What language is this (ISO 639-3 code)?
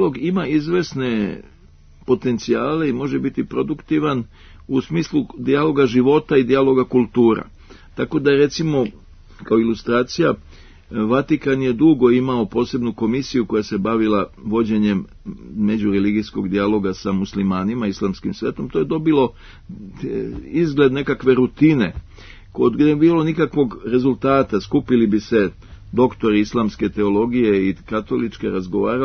srp